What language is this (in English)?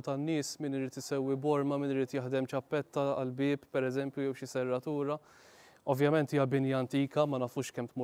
Maltese